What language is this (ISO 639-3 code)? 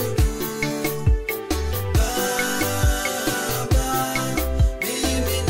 swa